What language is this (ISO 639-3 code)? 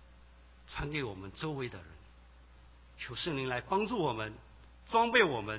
zho